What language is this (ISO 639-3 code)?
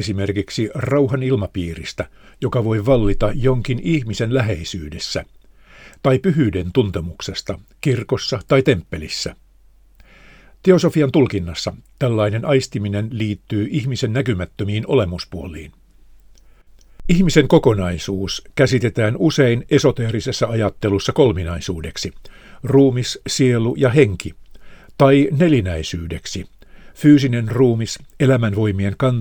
fin